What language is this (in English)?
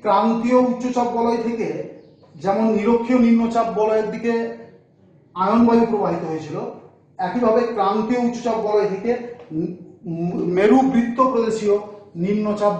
Bangla